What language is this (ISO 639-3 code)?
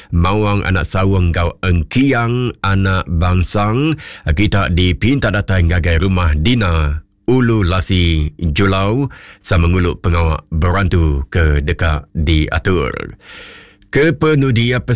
iba